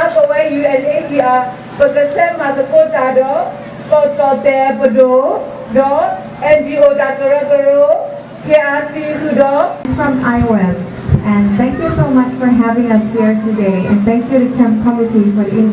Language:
S'gaw Karen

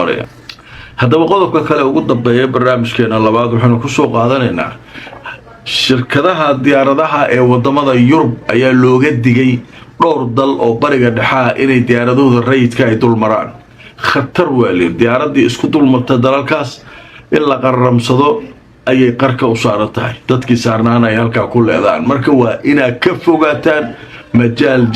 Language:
Somali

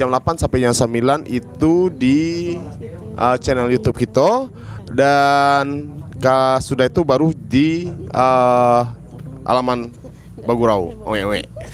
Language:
Minangkabau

